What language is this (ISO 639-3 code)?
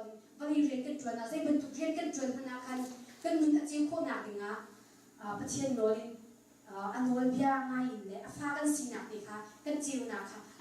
cnh